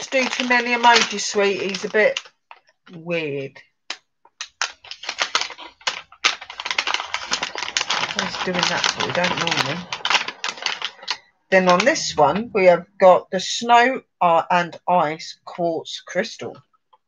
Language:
English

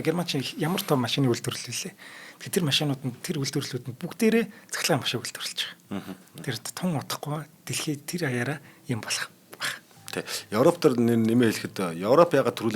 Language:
Mongolian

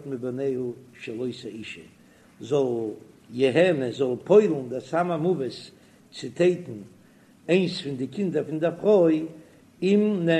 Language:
Yiddish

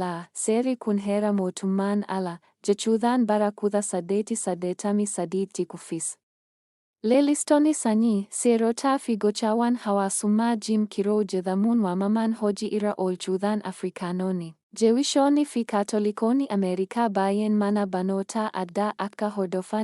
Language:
Oromo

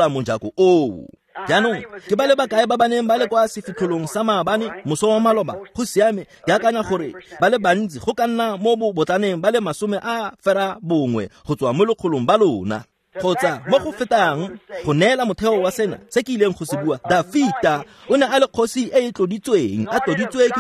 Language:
Tswana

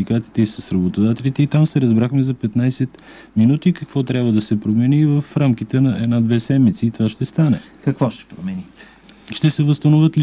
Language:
Bulgarian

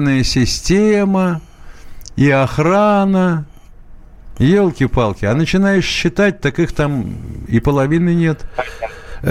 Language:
Russian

